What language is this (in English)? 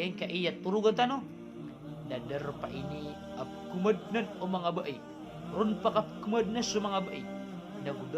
Maranao